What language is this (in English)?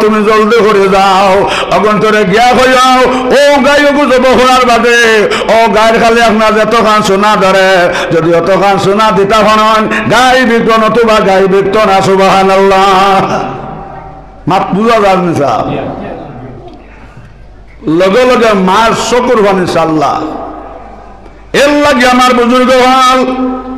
Sylheti